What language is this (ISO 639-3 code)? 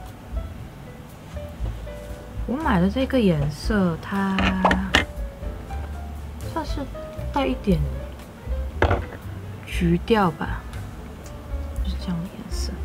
zho